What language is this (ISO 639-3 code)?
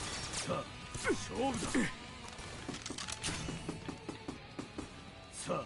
jpn